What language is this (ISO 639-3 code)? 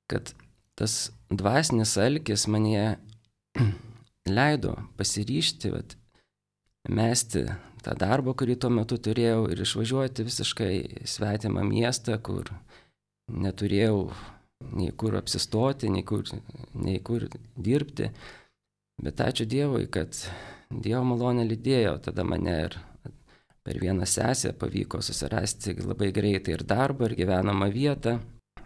lit